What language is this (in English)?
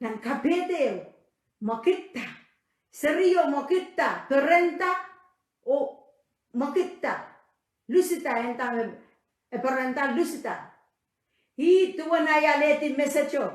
Pohnpeian